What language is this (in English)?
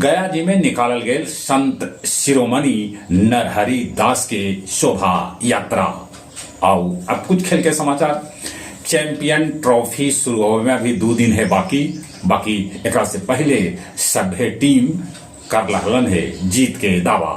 Magahi